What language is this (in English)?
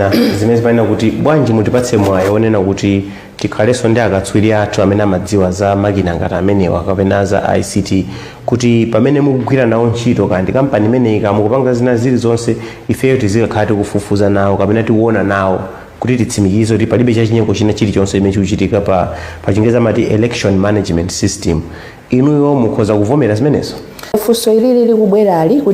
Nyanja